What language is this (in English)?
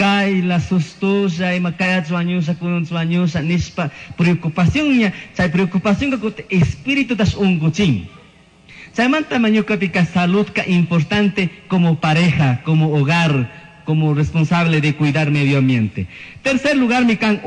Chimborazo Highland Quichua